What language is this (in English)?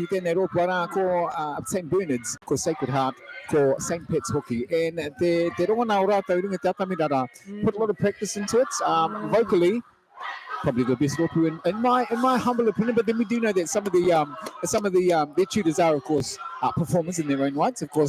Māori